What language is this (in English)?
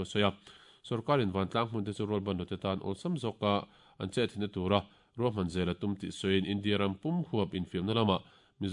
Mizo